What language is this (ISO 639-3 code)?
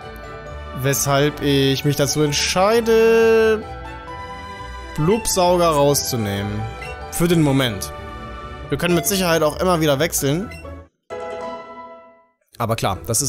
deu